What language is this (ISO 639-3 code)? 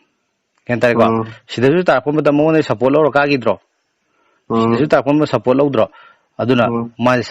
mni